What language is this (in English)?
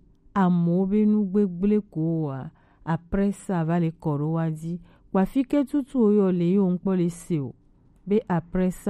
Gen